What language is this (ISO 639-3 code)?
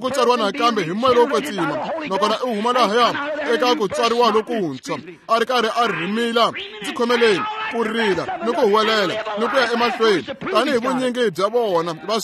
tso